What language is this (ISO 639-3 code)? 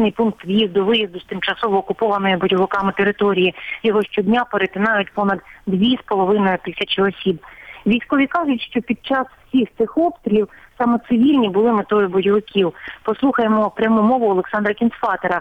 ukr